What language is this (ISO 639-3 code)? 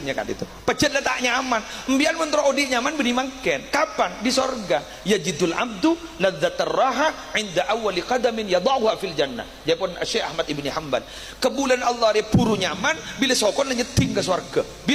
mad